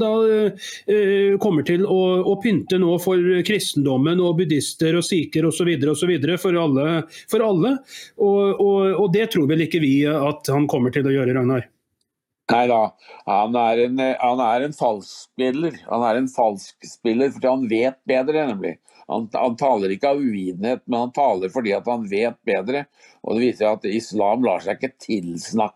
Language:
Norwegian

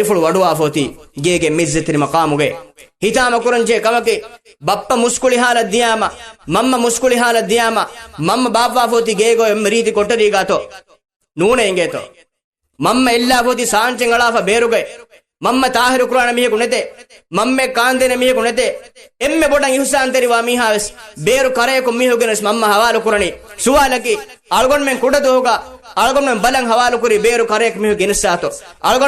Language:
Divehi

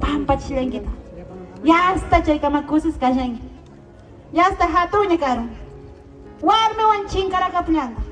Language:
Quechua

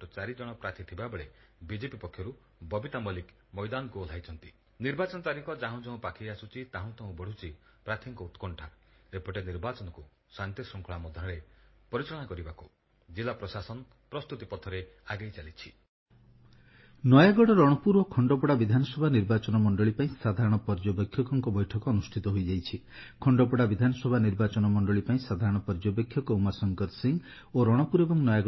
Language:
Odia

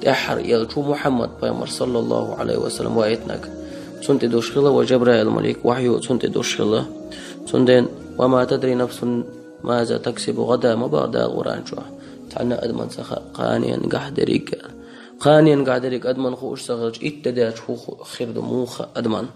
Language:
Chechen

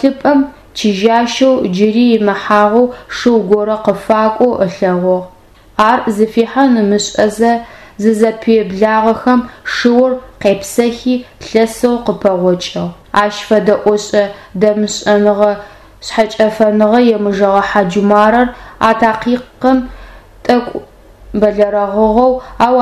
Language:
Adyghe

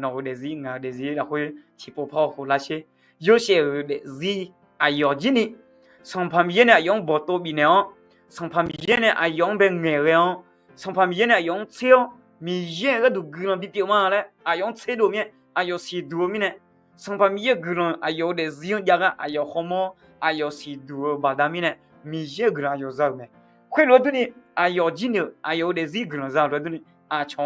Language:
Akha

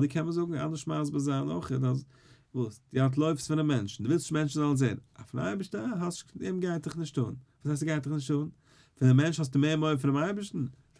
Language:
Yiddish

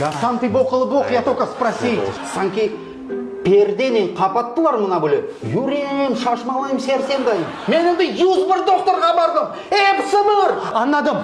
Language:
Crimean Tatar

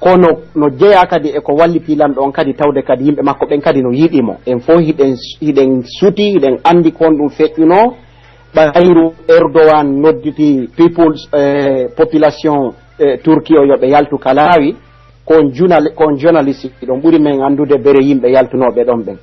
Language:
Pular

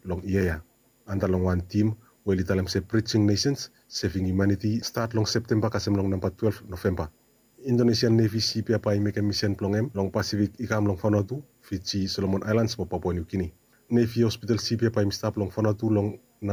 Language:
Bislama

